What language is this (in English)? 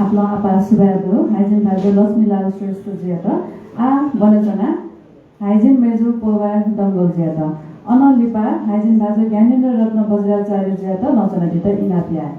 Newari